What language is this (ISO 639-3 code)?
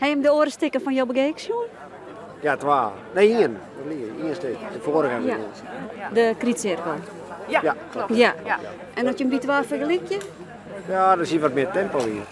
fry